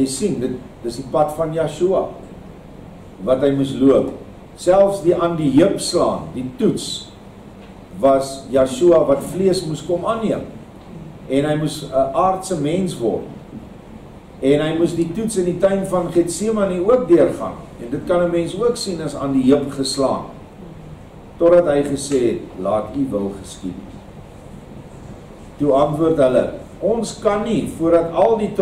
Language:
Afrikaans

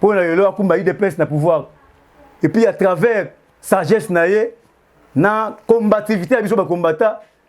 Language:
Lingala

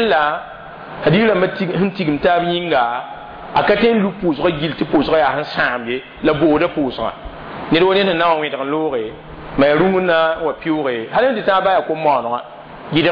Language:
Mossi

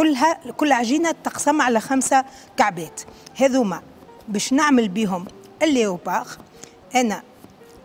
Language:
Tunisian Arabic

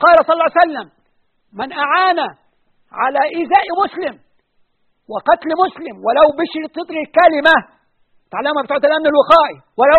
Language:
Arabic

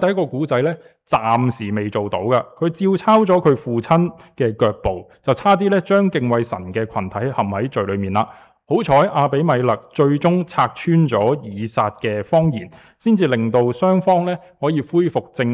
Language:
Cantonese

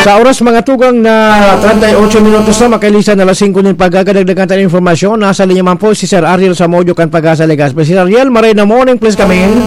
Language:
Bikol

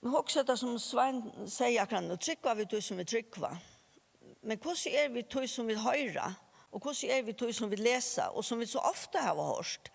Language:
Faroese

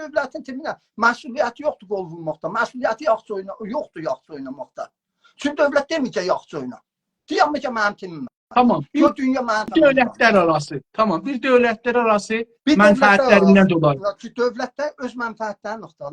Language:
South Azerbaijani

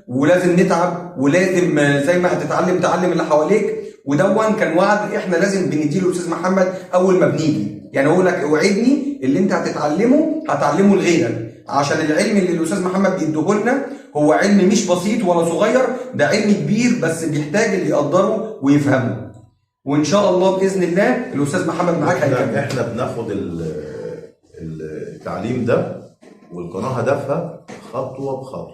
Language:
Egyptian Arabic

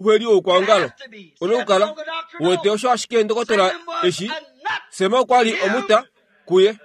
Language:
Kuanyama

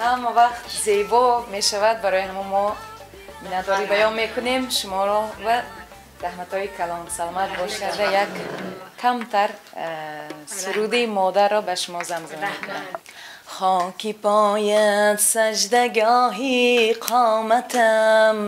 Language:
Tajik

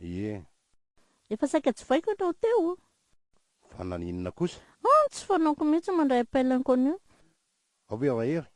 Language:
Malagasy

